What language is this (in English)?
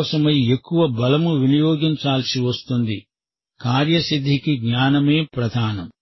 Telugu